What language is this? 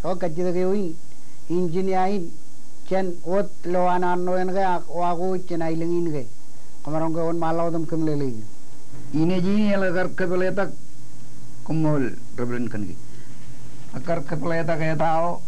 Marshallese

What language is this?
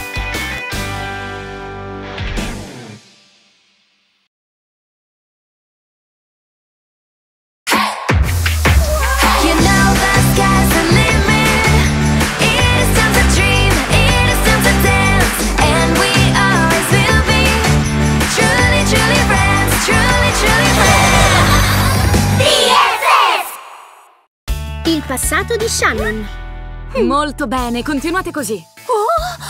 Italian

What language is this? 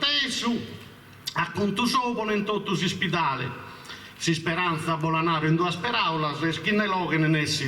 Sardinian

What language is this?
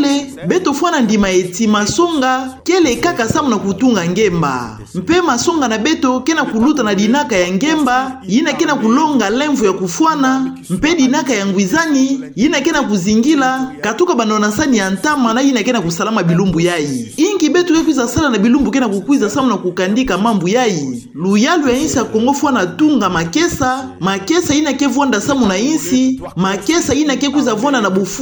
Kituba (Democratic Republic of Congo)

